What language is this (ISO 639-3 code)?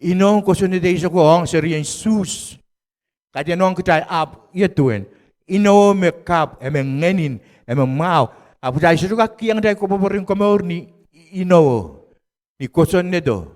pon